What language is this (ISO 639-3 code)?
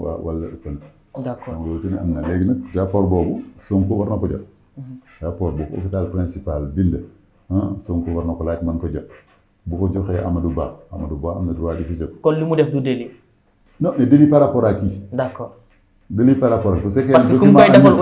wol